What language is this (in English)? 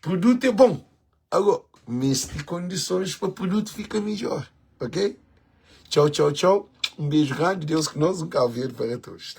Kabuverdianu